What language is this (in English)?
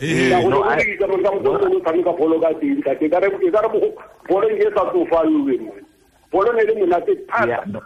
Tswana